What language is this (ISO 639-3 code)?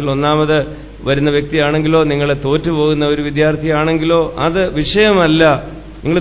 mal